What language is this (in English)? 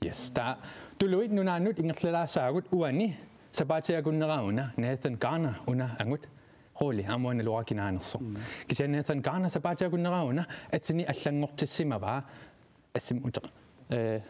Kalaallisut